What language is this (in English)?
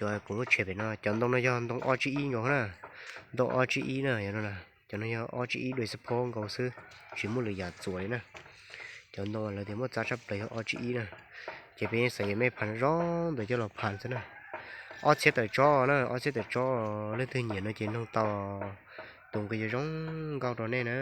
Hmong